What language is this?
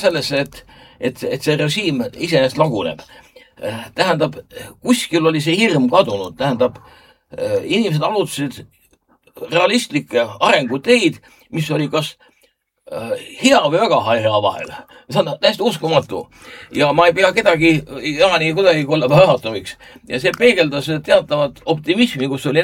Estonian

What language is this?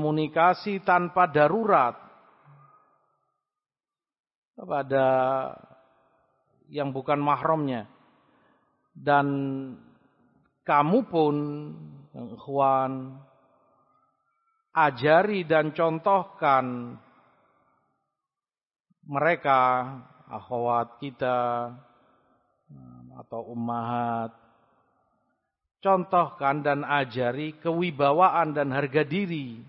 Indonesian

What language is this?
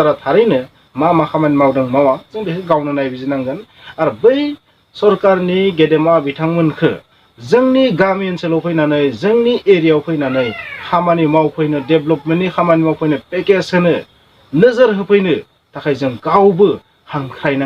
Bodo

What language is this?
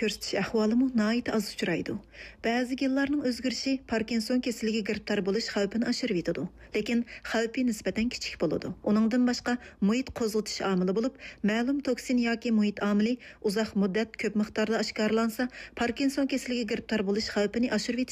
Uyghur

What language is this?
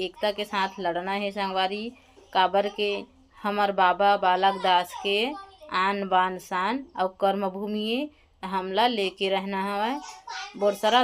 Chhattisgarhi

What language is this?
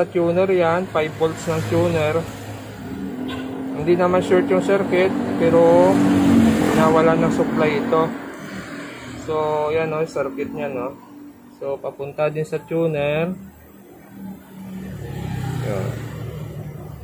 Filipino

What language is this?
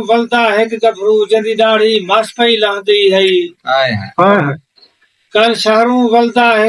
Saraiki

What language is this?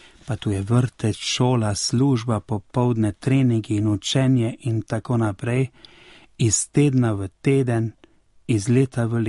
Slovenian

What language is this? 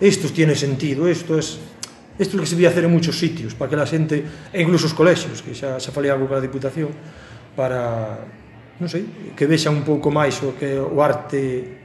Galician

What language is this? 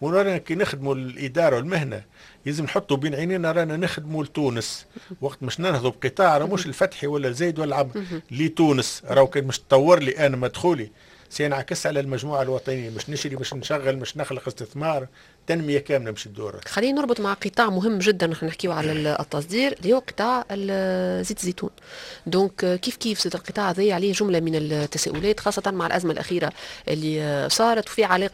Tunisian Arabic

